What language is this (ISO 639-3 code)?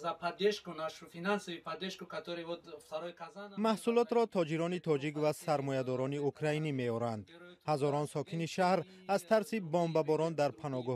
tgk